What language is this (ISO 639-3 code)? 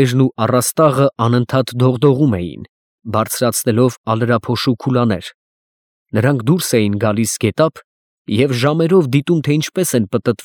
hye